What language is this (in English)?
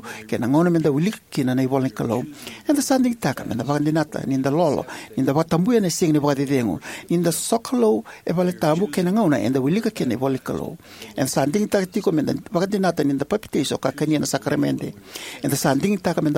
Fijian